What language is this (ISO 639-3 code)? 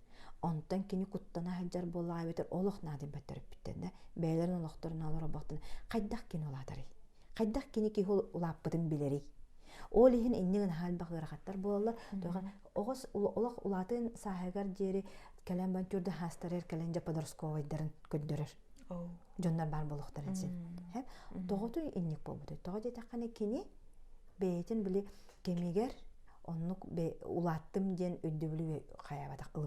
sah